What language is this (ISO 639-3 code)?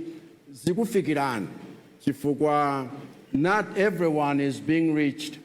nya